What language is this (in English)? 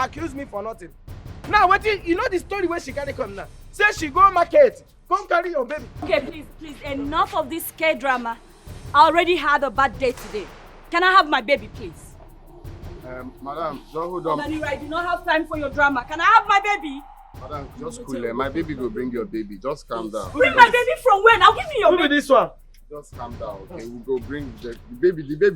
Nigerian Pidgin